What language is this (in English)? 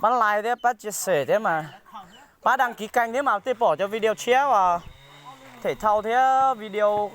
Hmong